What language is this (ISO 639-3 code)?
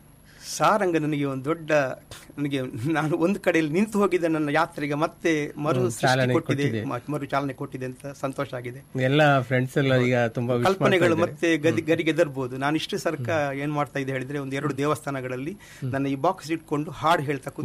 kan